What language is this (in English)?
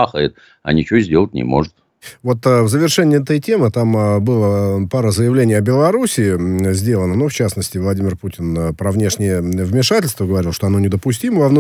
Russian